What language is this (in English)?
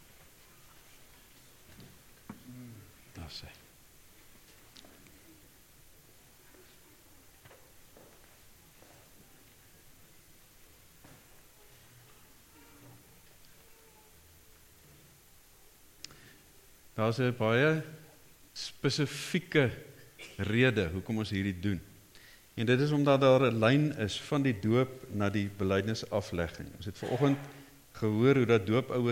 Afrikaans